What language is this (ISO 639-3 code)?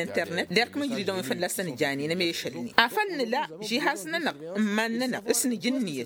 taq